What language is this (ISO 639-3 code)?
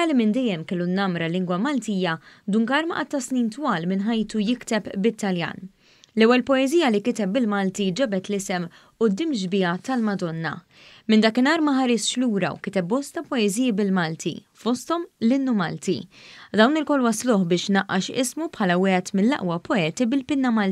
mlt